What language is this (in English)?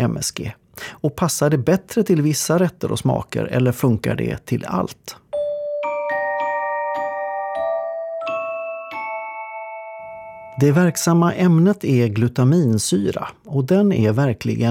Swedish